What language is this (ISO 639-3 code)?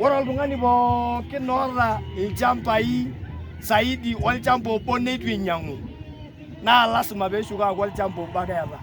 mas